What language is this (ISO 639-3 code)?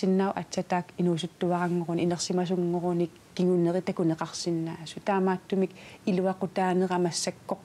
kal